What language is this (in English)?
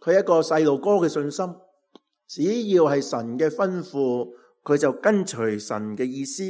Cantonese